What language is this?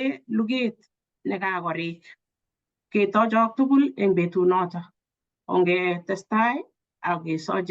Kalenjin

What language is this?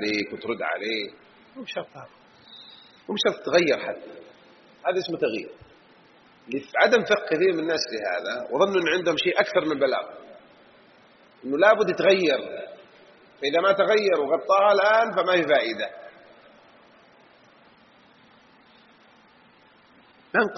Arabic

